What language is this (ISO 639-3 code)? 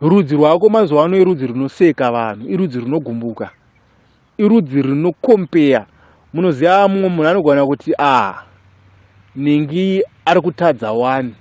sna